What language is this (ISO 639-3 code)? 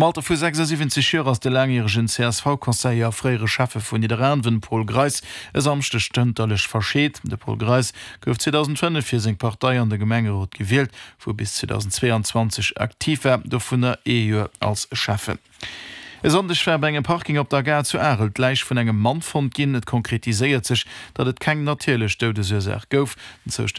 ltz